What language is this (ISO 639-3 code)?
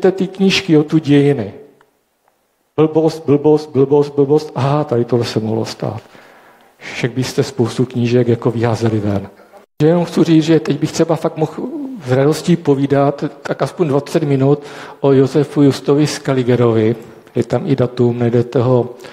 ces